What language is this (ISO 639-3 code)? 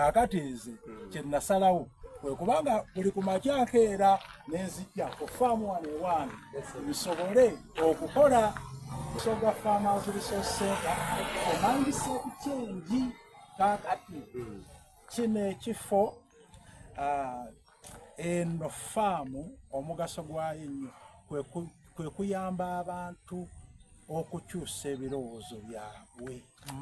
xog